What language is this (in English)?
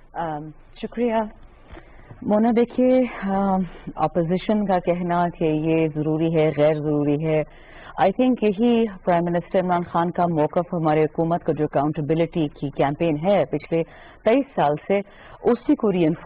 Urdu